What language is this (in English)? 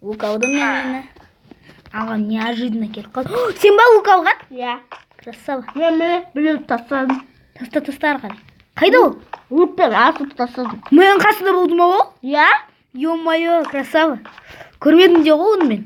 Kazakh